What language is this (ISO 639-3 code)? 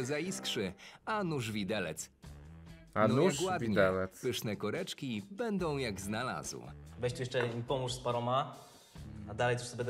pol